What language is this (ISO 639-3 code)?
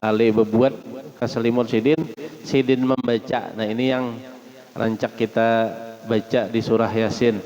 bjn